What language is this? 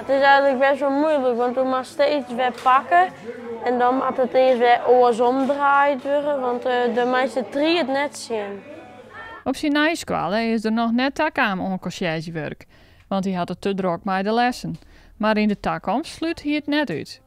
Western Frisian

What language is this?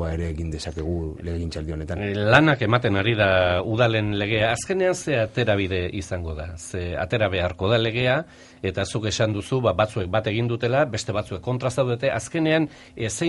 Basque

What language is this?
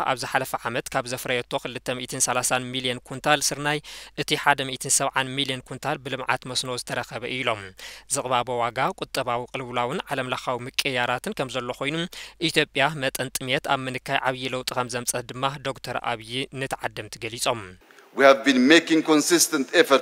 Tigrinya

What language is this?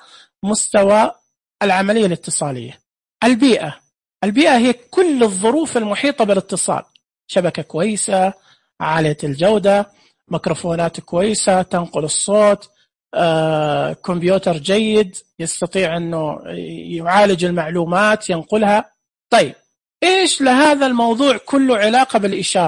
Najdi Arabic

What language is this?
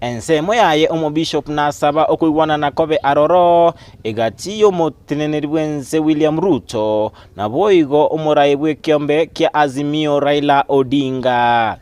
Gusii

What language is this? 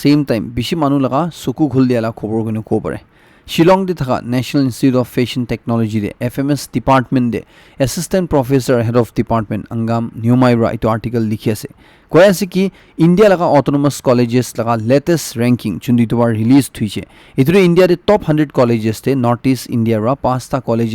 Naga Pidgin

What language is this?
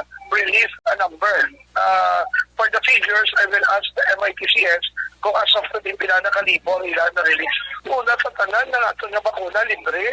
Hiligaynon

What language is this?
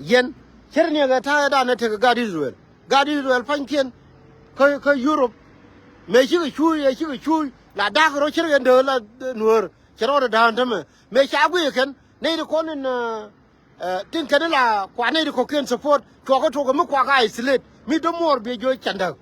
Nuer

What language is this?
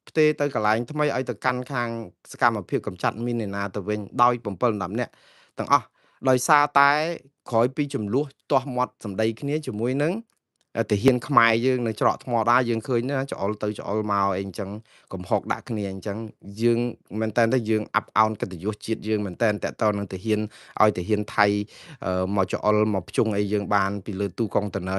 Khmer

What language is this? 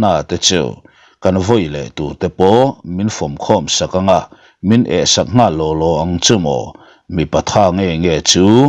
Mizo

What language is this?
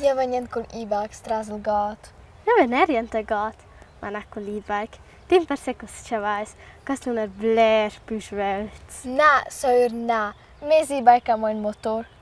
Romansh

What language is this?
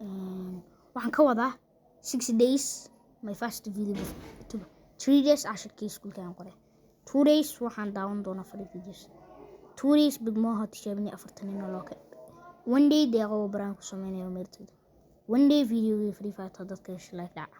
Somali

